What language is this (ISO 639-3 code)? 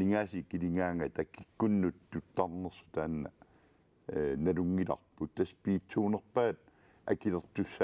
kal